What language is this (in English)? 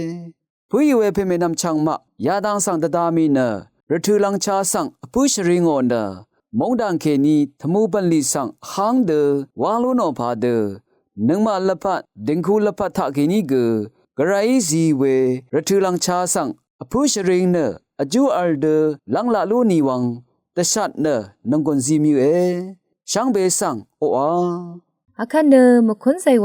Rawang